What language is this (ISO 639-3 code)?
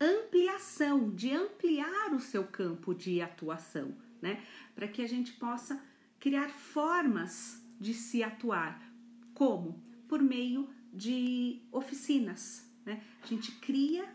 por